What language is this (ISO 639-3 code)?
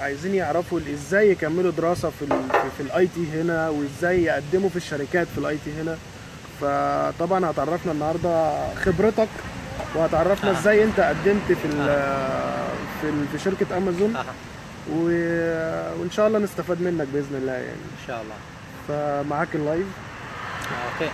arz